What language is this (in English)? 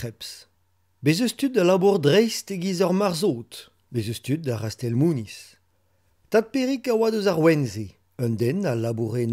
Breton